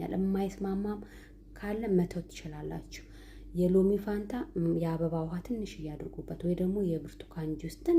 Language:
Amharic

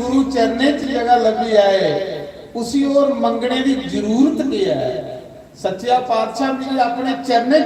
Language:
Dogri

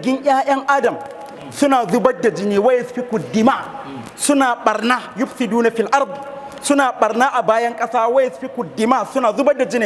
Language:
Hausa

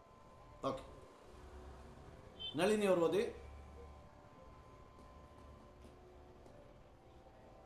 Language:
Kannada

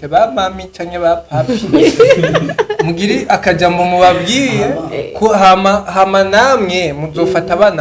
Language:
Rundi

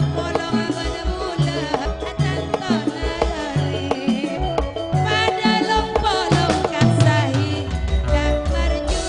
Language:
Madurese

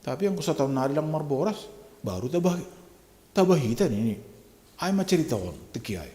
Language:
Batak Simalungun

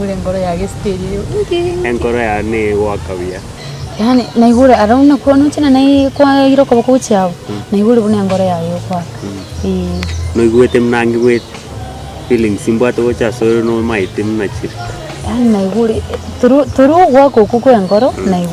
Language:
Gusii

